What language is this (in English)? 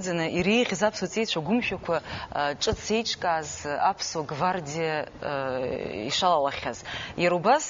Abkhazian